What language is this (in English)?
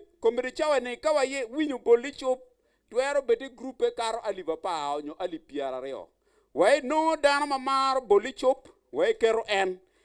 Acoli